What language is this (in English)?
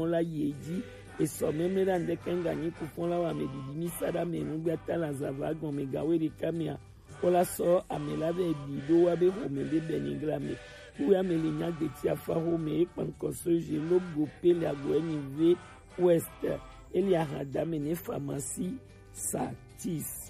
Gen